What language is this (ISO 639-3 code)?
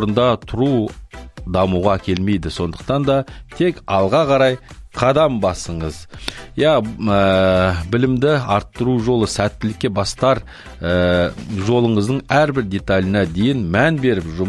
kaz